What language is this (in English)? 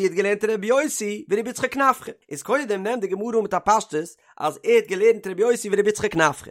Yiddish